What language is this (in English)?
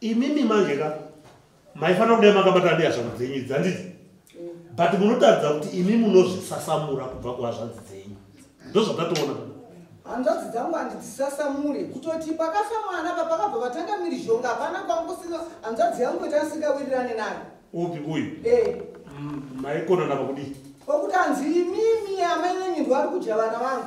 Shona